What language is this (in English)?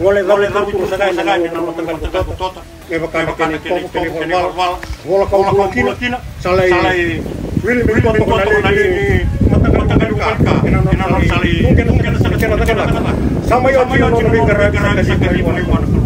Fijian